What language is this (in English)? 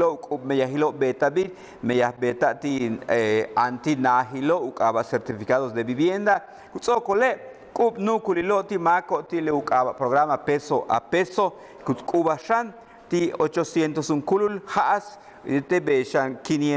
Yucateco